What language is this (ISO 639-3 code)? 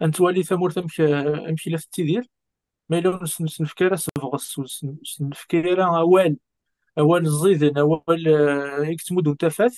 kab